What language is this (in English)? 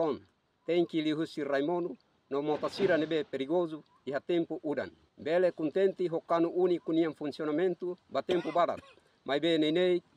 Tetum